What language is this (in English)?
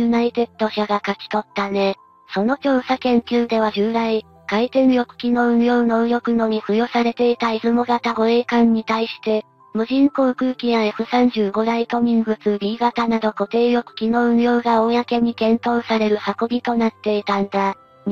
Japanese